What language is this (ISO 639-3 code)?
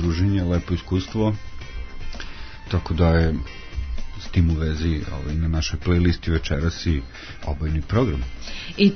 srp